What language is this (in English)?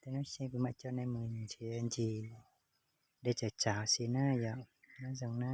Hmong